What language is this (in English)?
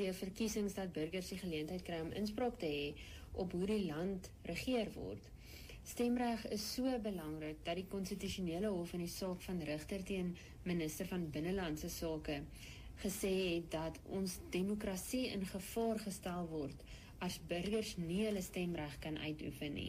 Afrikaans